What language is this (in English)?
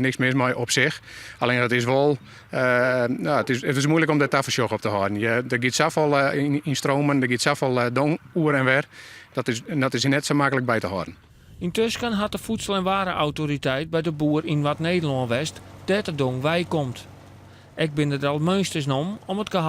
Western Frisian